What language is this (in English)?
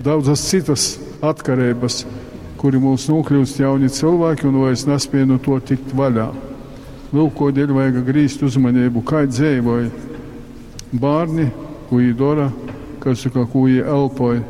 Latgalian